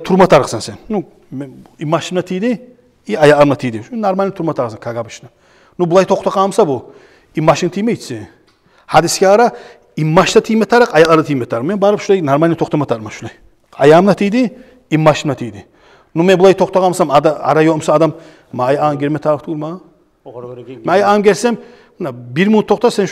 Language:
Kumyk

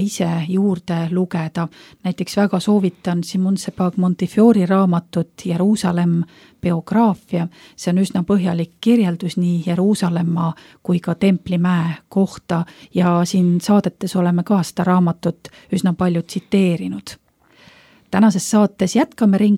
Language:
Estonian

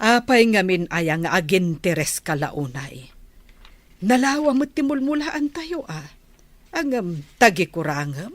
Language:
Iloko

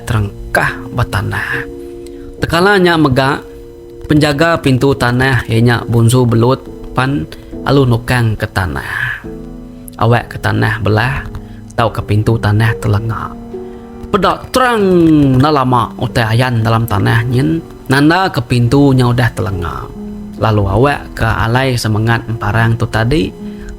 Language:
Iban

